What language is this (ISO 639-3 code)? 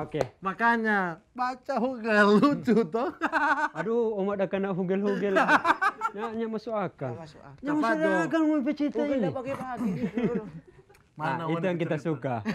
xmm